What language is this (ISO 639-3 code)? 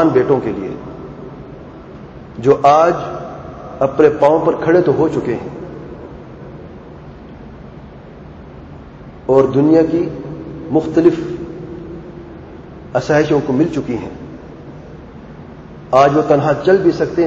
urd